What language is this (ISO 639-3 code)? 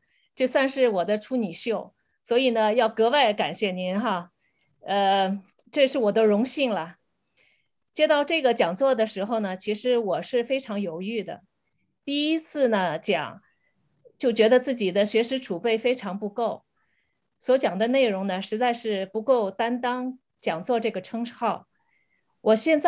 zho